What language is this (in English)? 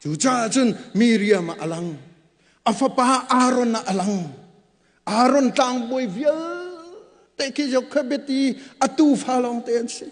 Hakha Chin